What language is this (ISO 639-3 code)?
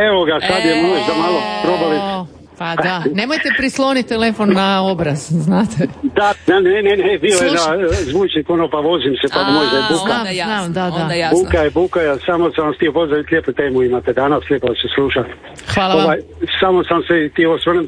hrv